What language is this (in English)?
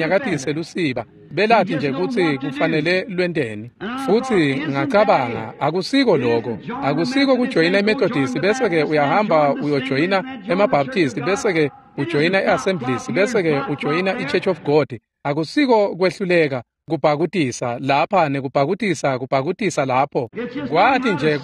Swati